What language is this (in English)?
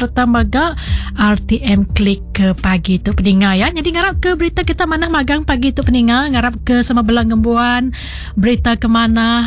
Iban